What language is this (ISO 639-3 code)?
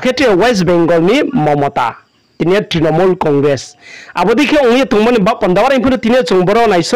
ria